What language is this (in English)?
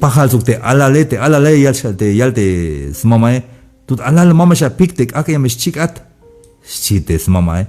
Tzeltal